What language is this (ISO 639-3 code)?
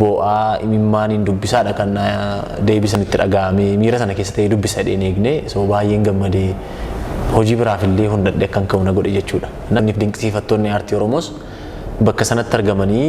orm